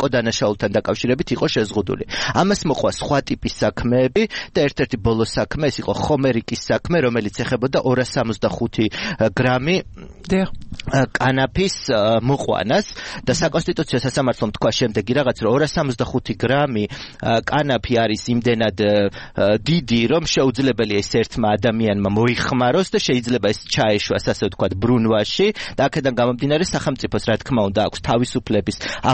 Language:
Georgian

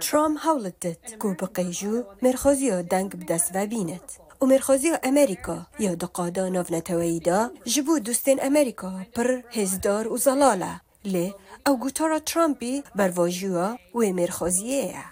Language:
Kurdish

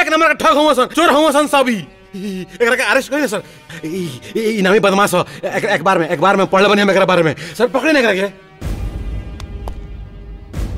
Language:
Bhojpuri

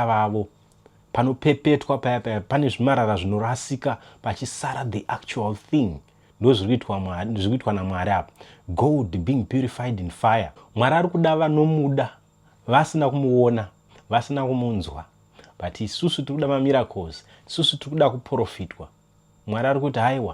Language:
Shona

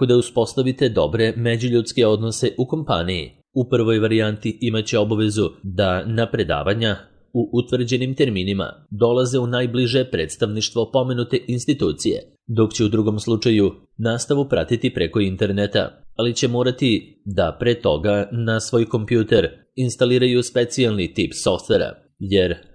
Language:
Serbian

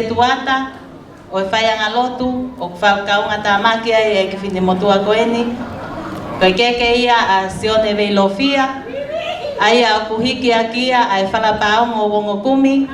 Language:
Tongan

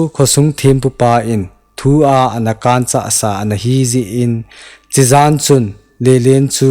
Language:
Thado Chin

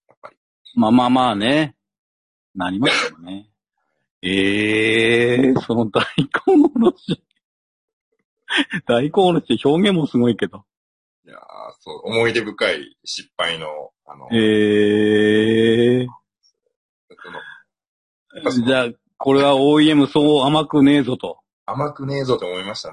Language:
Japanese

